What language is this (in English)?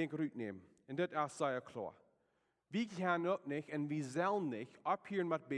Plautdietsch